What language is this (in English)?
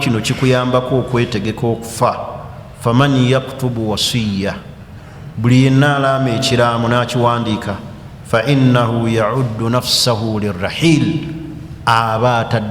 Ganda